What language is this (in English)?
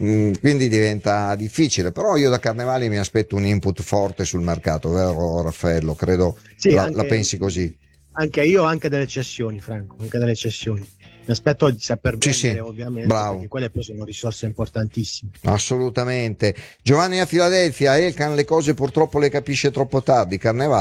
Italian